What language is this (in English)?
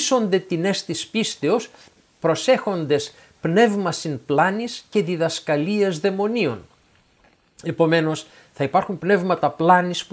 Greek